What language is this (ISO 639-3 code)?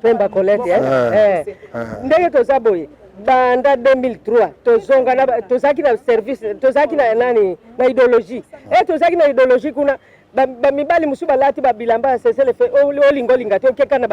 lin